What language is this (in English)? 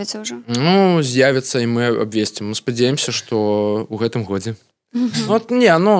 Belarusian